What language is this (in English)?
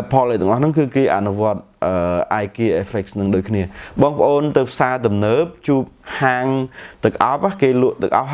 Khmer